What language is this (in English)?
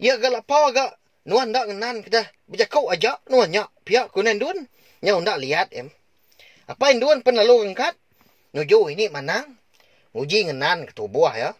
Iban